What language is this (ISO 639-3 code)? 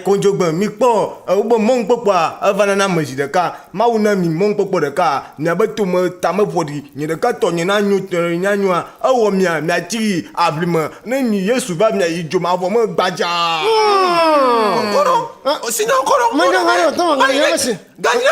ewe